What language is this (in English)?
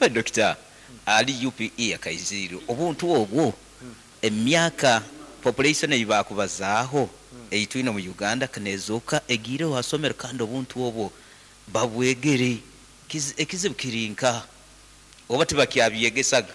Nyankole